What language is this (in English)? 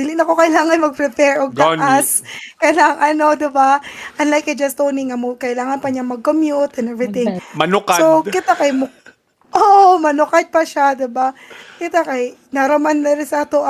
Cebuano